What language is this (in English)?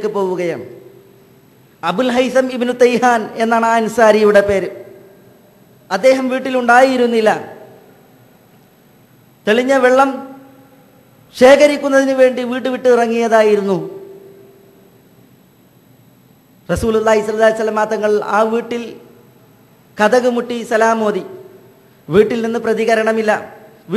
Malayalam